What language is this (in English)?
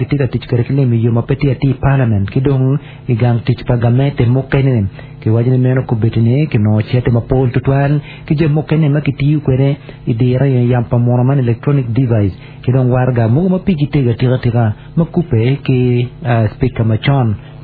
Acoli